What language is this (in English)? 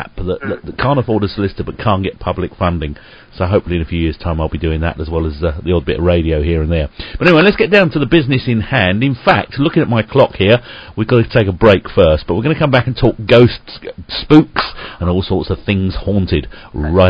English